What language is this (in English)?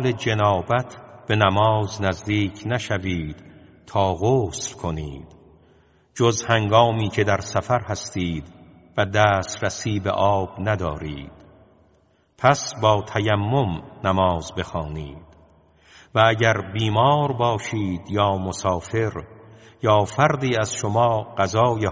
Persian